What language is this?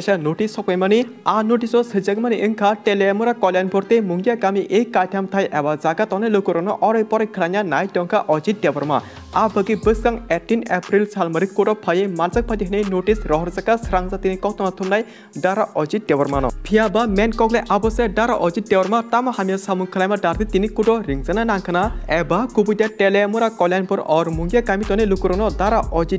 Kok Borok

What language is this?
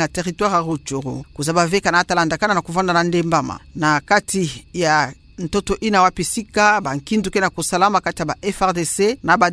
Kituba (Democratic Republic of Congo)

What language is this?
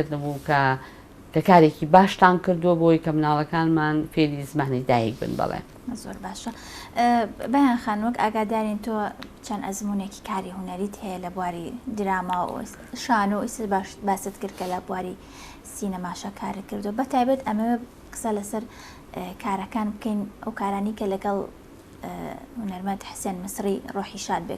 Central Kurdish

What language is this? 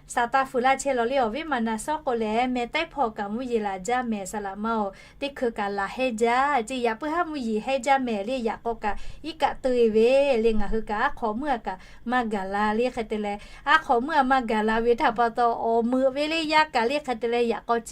Lahu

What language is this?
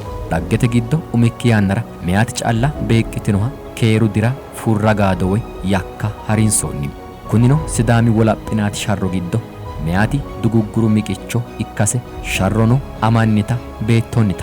Sidamo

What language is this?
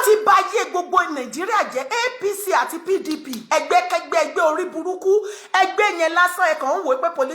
Yoruba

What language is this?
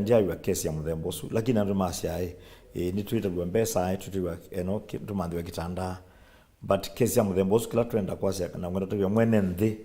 Kamba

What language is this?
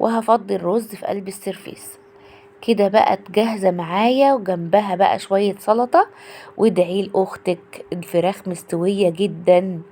Egyptian Arabic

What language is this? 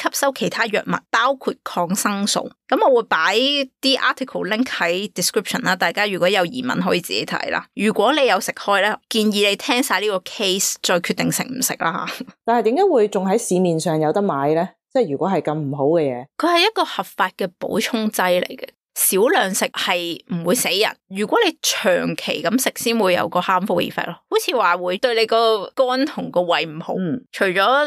Cantonese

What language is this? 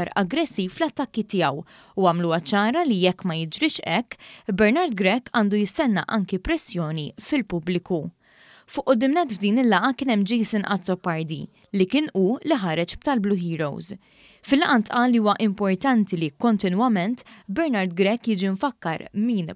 Maltese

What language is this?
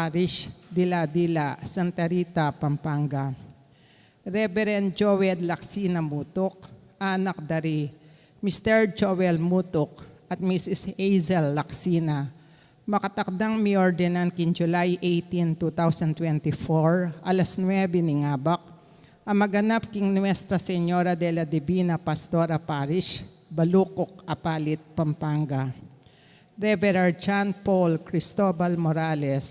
Pampanga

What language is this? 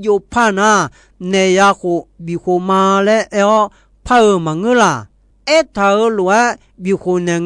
Akha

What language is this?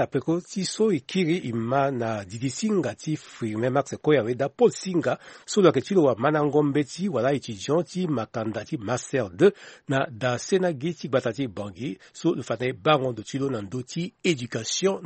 Sango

